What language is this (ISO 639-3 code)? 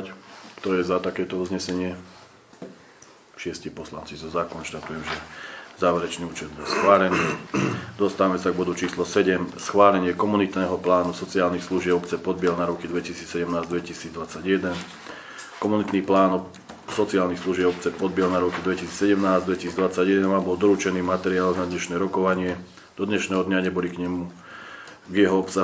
slk